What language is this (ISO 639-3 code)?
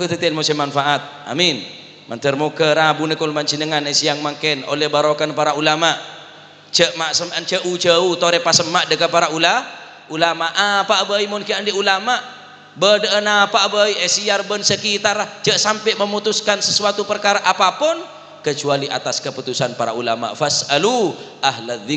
mad